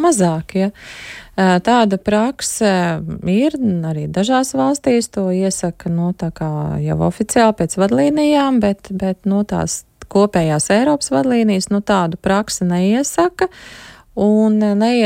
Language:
Latvian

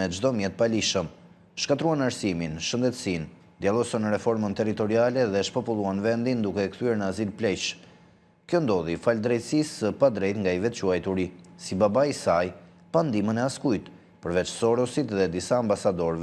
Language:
Albanian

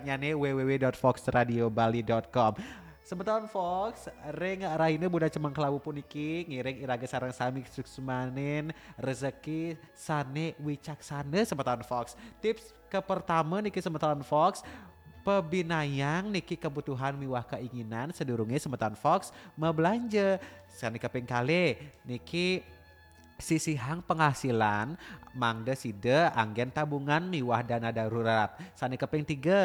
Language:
Balinese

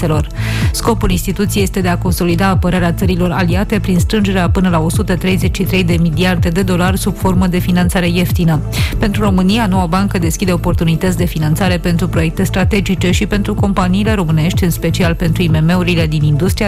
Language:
Romanian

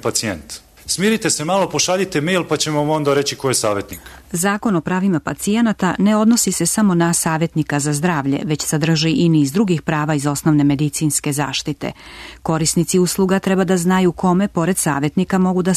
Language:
Serbian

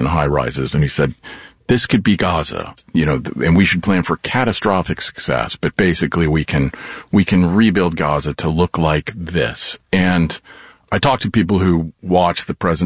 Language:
English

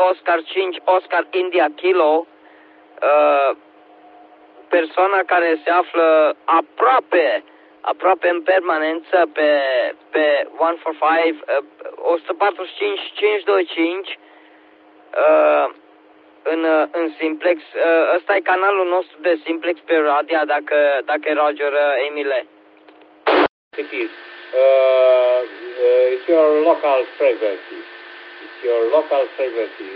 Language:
Romanian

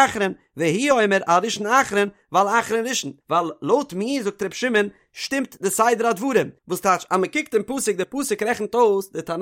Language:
Yiddish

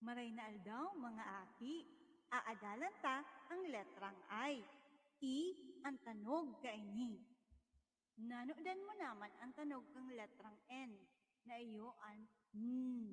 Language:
Bikol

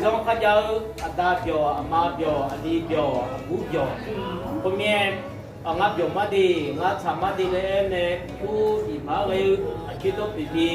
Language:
Akha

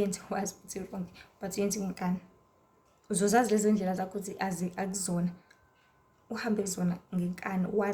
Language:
Zulu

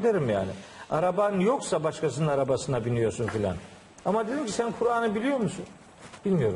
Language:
Turkish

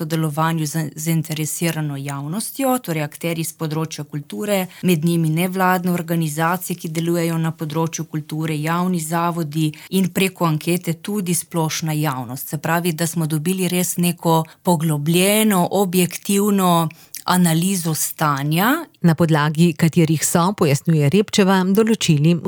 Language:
Slovenian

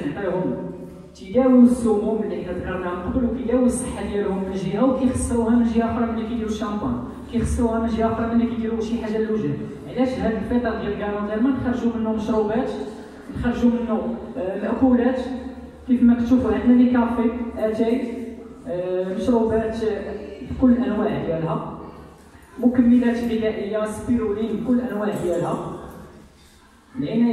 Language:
Moroccan Arabic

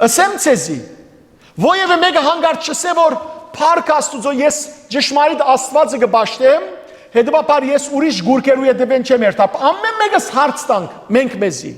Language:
Western Armenian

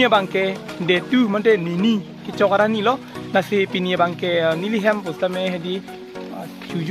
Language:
Karbi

